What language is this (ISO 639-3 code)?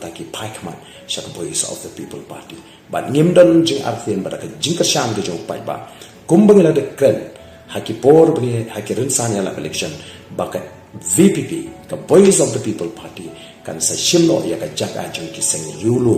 kha